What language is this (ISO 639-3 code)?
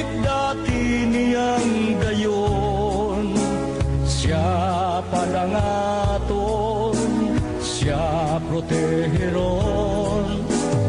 bik